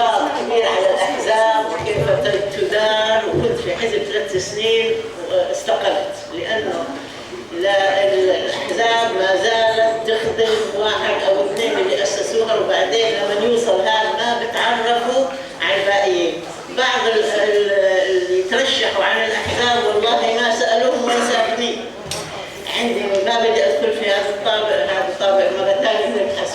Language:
North Levantine Arabic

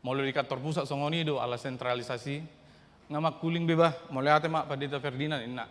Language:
Batak Toba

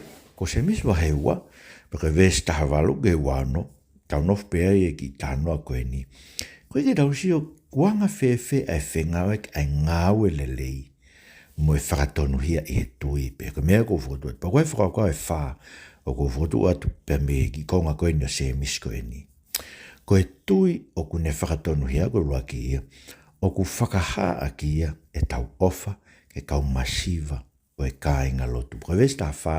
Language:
Tongan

